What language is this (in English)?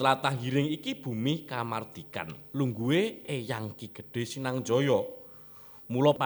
Javanese